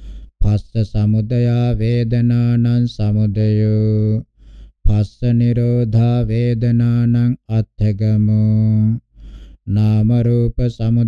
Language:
Pali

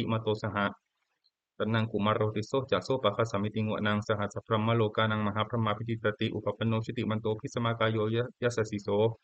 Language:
Pali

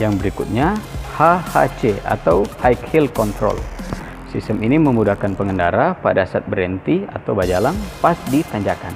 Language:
Manado Malay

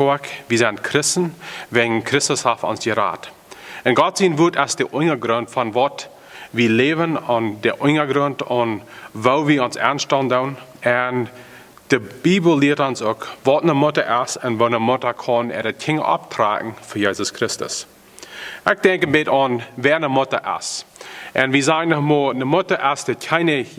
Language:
Plautdietsch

